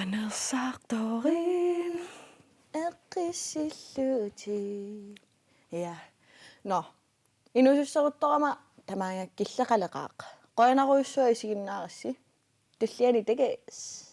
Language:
Kalaallisut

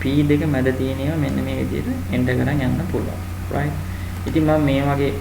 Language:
Sinhala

